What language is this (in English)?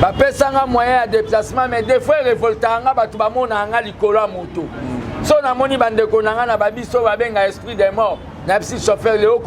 Lingala